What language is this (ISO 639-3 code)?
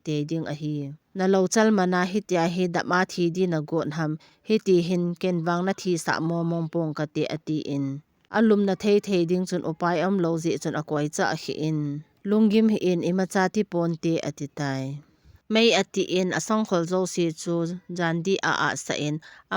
tcz